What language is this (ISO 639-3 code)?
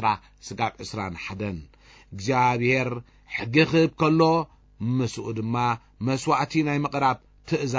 tir